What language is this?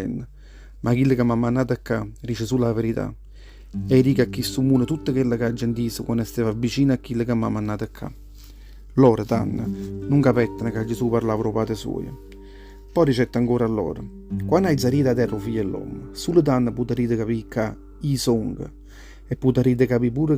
Neapolitan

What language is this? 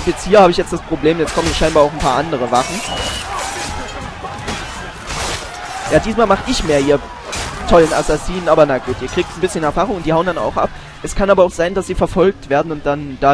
German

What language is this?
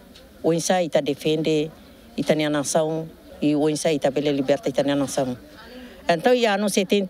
Tetum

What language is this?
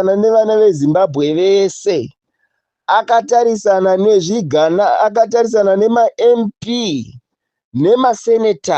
Shona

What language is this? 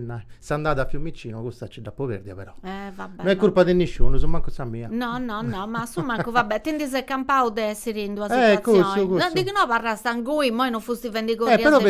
Sardinian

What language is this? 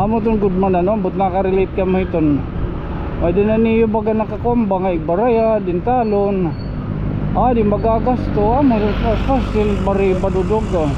Waray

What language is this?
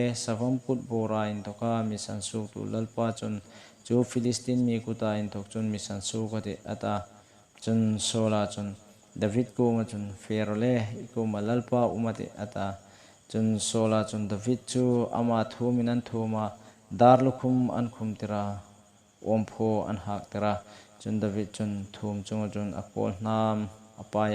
Hmar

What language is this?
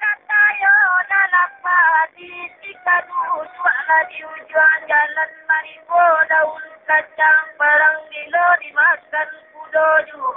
Minangkabau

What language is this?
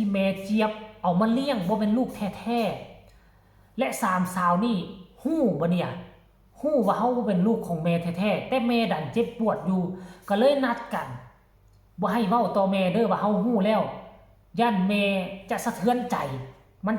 Northeastern Thai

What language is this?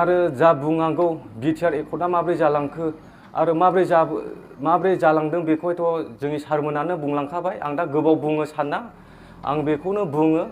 Bodo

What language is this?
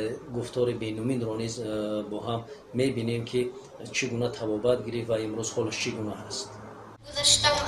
Tajik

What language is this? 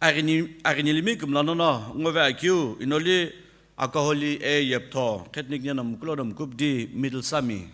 Sumi Naga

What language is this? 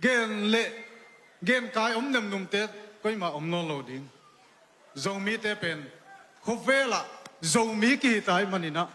Tedim Chin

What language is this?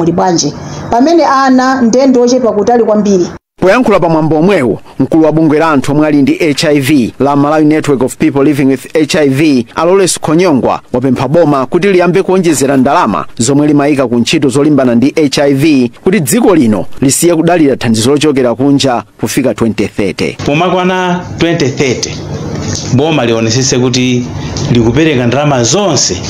Nyanja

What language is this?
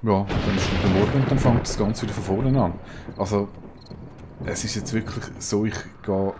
Swiss German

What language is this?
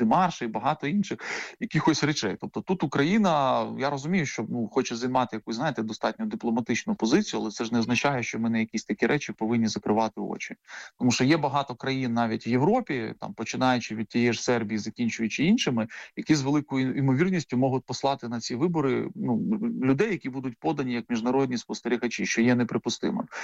Ukrainian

